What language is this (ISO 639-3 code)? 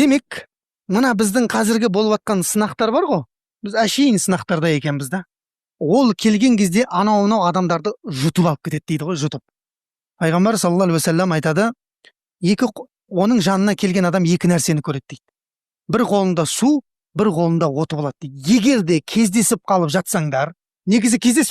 kaz